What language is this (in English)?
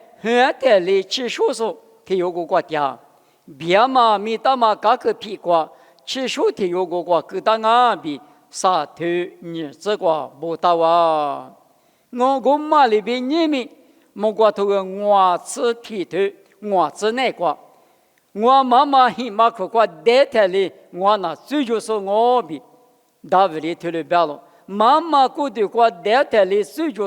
Lisu